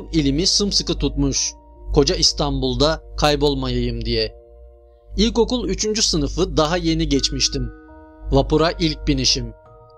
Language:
Turkish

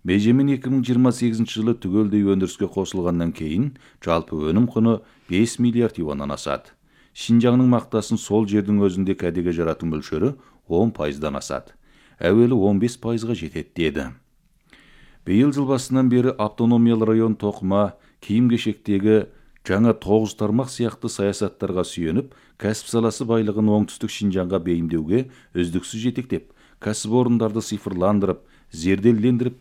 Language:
Kazakh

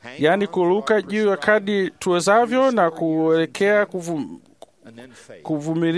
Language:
Swahili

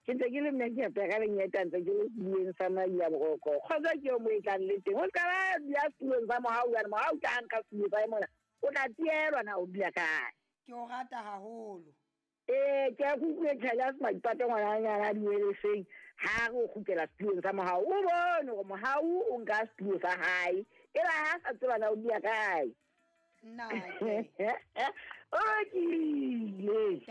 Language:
Southern Sotho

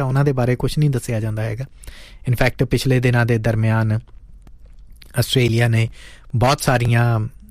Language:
Punjabi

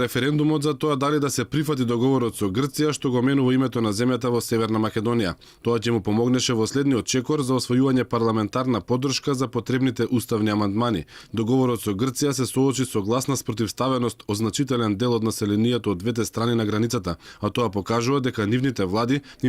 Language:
Macedonian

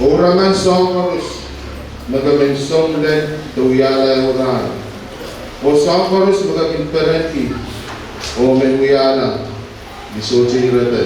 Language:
Pohnpeian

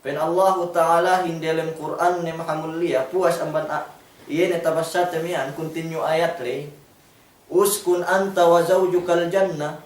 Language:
Yakan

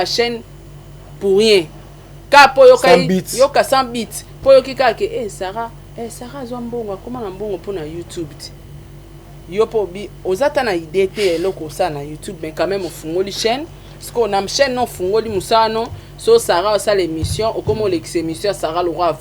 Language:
Lingala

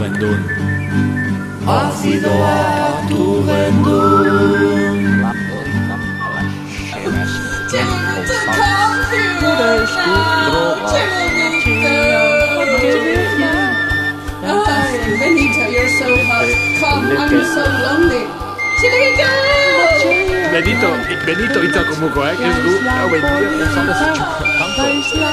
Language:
Basque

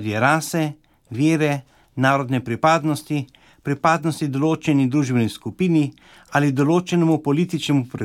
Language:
Slovenian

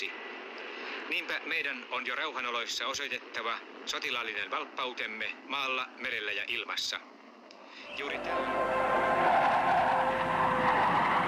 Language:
Finnish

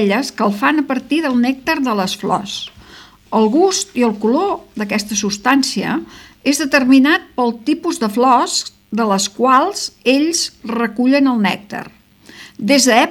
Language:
Catalan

